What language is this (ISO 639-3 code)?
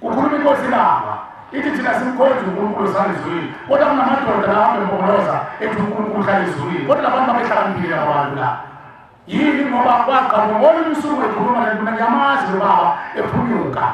zul